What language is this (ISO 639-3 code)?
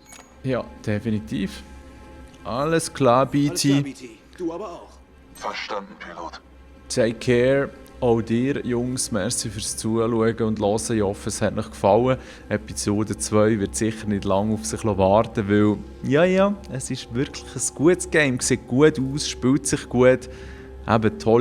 gsw